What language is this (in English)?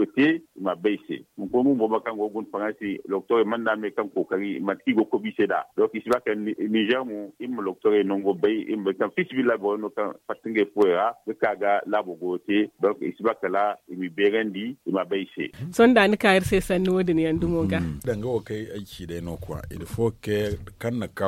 Zarma